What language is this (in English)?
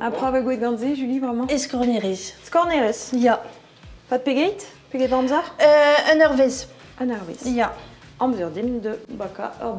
Breton